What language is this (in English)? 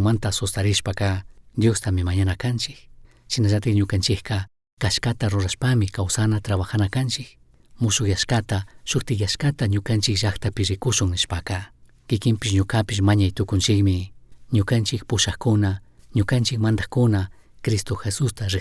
Chimborazo Highland Quichua